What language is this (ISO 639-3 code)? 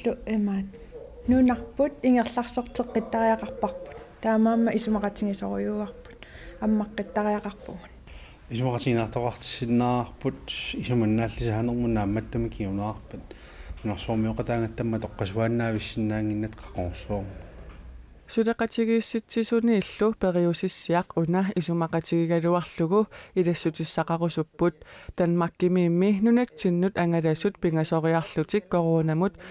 kal